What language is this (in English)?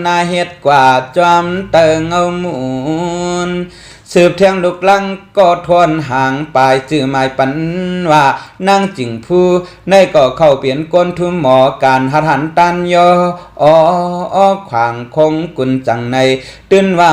Shan